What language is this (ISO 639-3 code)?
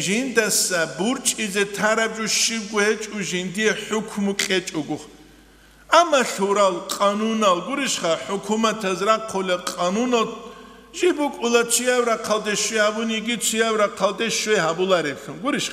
ava